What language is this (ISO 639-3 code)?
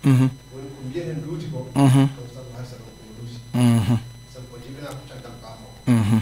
ful